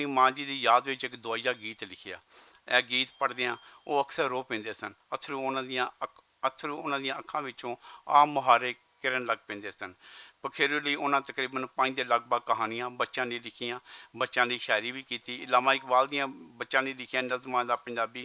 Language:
Western Panjabi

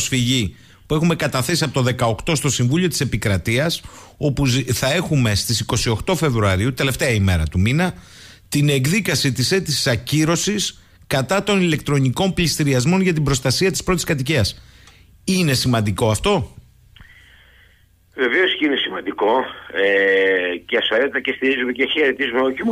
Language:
Greek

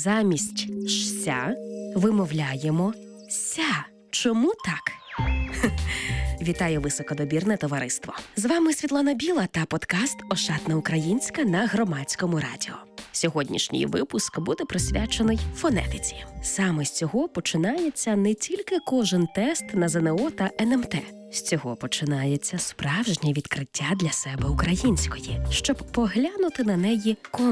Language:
Ukrainian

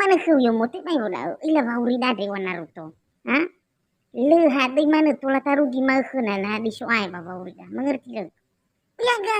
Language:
Nias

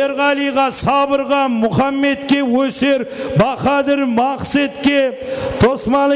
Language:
Kara-Kalpak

